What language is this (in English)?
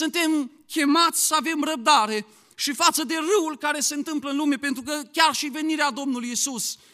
Romanian